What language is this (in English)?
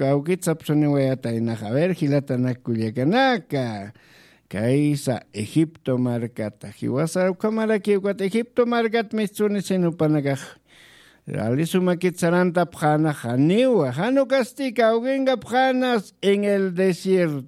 Aymara